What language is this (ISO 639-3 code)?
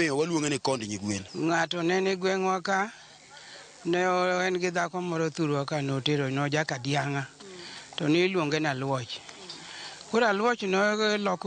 luo